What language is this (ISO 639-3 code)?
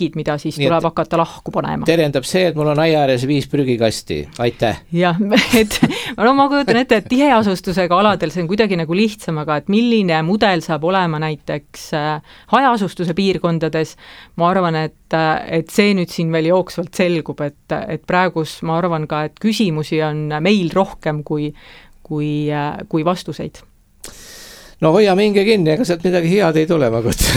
est